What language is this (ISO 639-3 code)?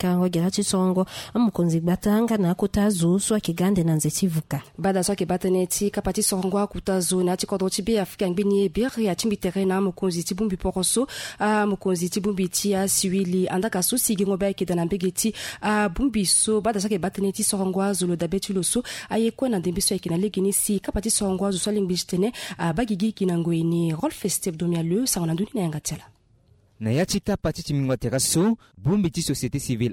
sag